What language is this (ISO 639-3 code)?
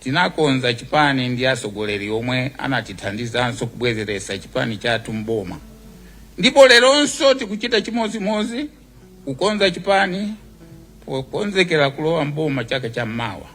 nya